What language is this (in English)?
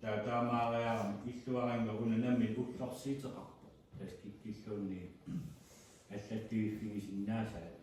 Kalaallisut